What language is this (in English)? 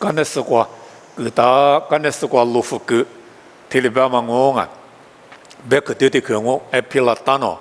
Lisu